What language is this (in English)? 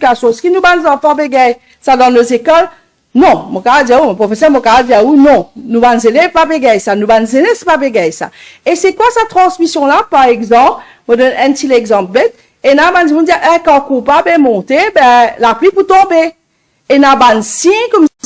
Morisyen